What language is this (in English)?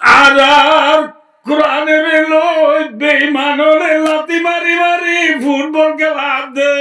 Rohingya